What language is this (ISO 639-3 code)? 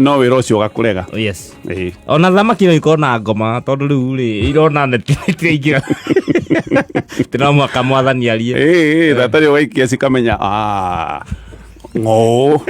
kik